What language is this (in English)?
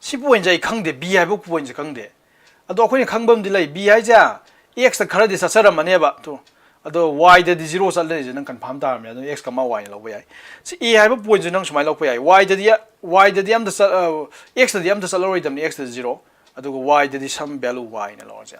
Manipuri